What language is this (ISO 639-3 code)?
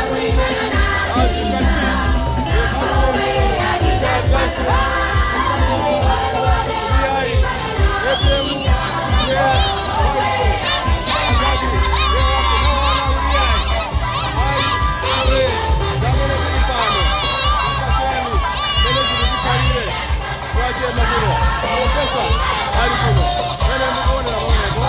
nya